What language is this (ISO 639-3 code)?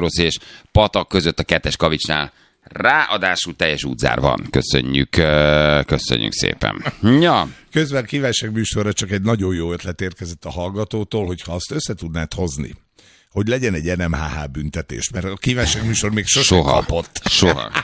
hun